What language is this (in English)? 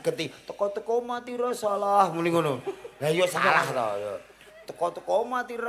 Javanese